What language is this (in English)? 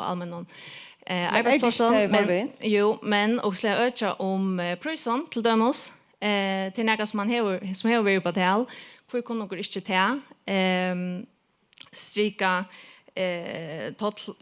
Faroese